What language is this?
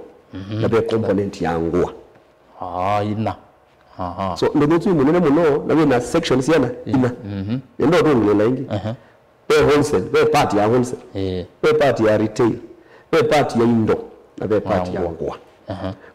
Kamba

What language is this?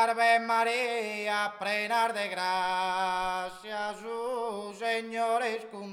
Sardinian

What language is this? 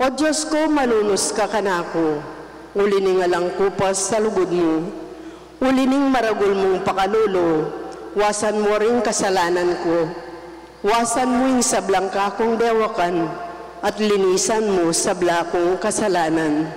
Pampanga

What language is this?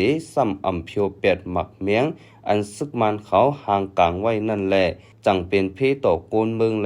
Shan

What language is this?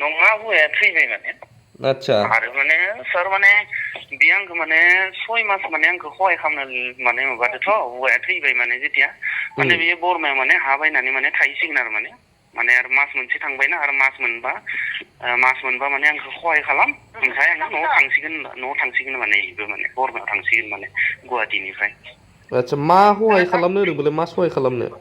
Bodo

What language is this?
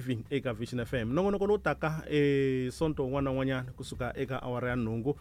Tsonga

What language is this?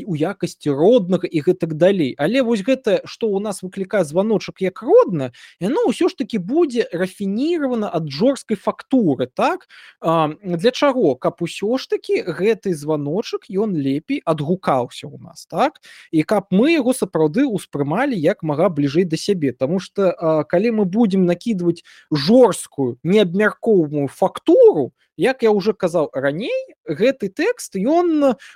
Belarusian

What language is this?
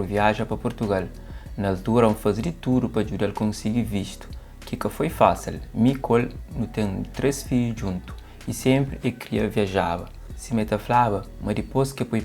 Kabuverdianu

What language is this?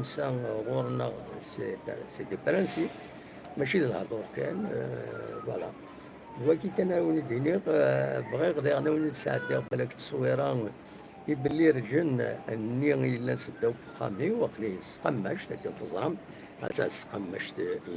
Kabyle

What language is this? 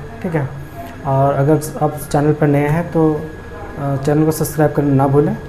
Hindi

